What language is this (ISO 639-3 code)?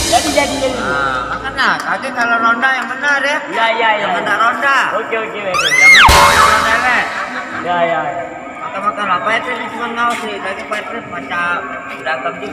mui